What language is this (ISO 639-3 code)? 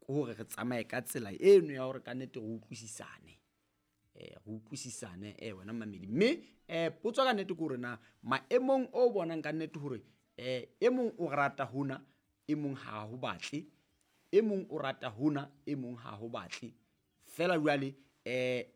sot